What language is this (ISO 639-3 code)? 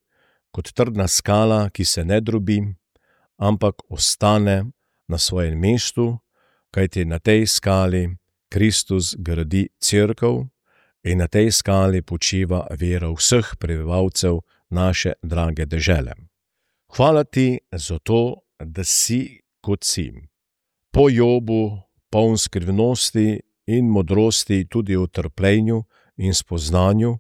slv